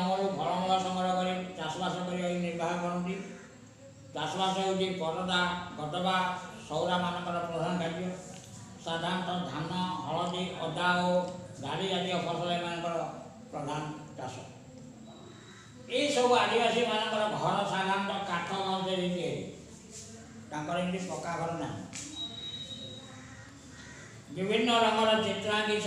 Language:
Odia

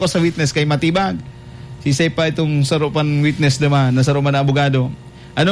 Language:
Bikol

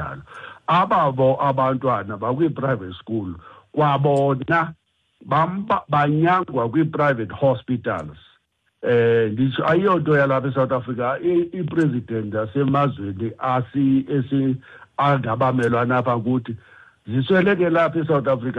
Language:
Xhosa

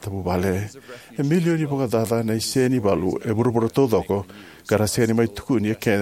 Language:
Fijian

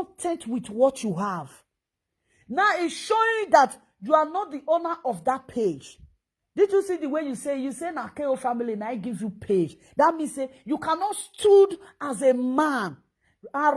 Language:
Nigerian Pidgin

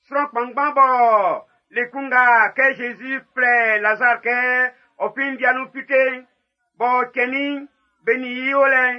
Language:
Baoulé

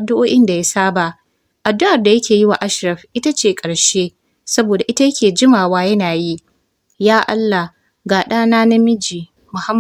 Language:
Hausa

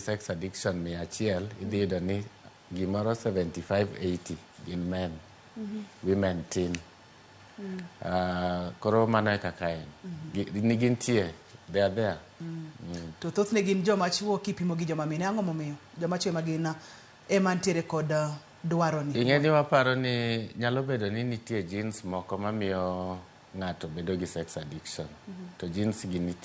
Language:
Luo (Kenya and Tanzania)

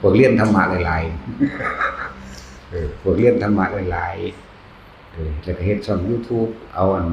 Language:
Northeastern Thai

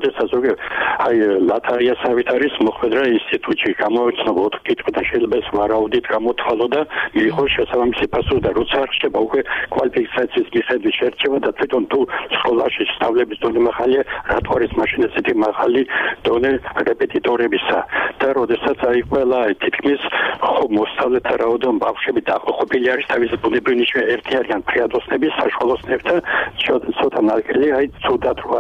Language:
Georgian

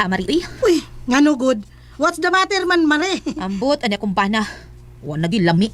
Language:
Cebuano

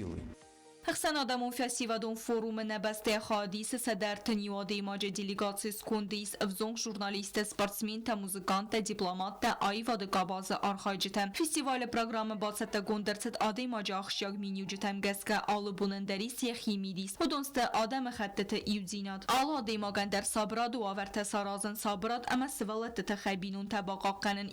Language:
Ossetic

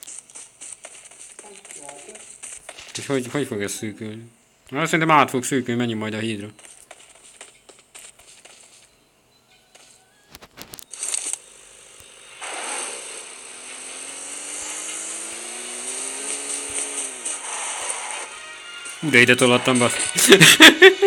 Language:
Hungarian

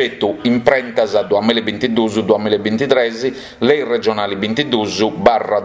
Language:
Sardinian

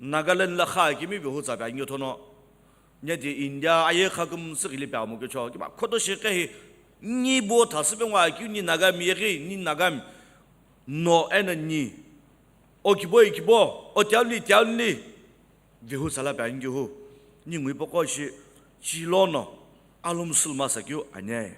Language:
Sumi Naga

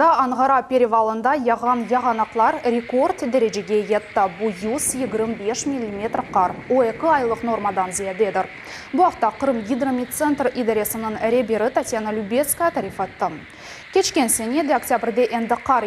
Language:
Crimean Tatar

